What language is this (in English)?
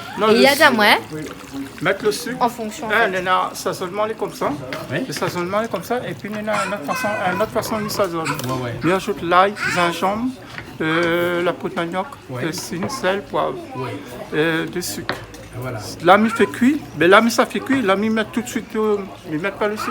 Réunion Creole French